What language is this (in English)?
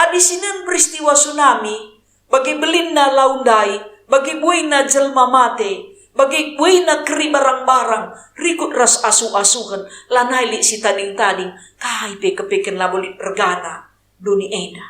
Batak Karo